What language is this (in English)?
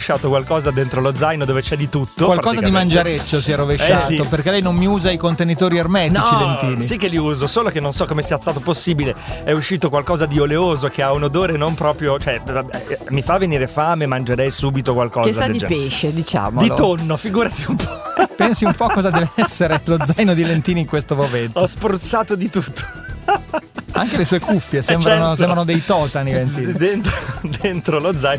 Italian